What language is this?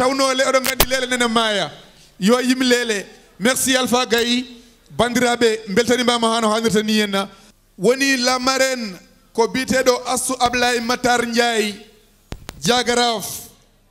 Fula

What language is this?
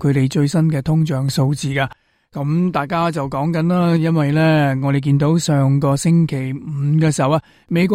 Cantonese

